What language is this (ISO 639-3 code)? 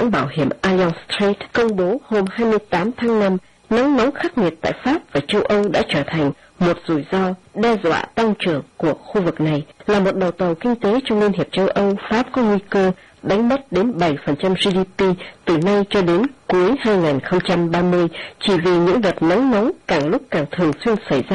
vie